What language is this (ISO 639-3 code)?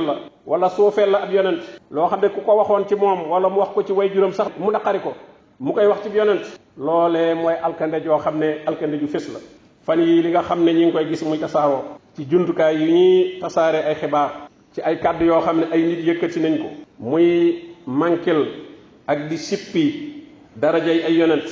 wol